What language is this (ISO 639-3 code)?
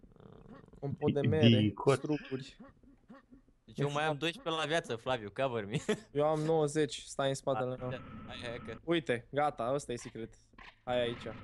ron